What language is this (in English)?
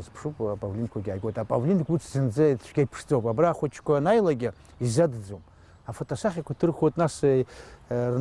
Abkhazian